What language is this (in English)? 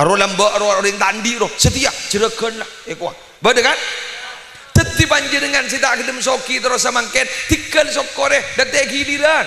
Madurese